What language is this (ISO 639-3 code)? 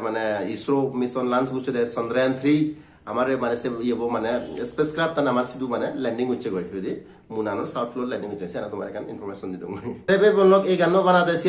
ccp